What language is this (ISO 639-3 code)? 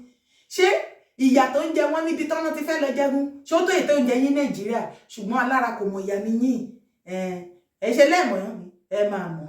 yor